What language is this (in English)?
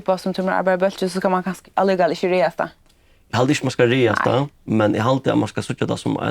Faroese